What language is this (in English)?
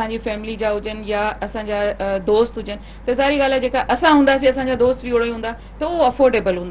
Sindhi